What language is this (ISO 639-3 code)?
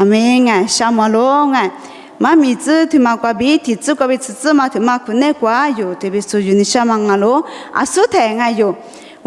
lis